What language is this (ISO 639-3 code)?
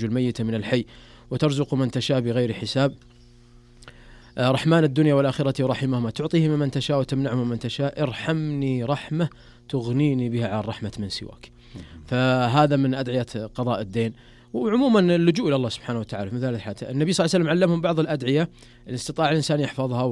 ara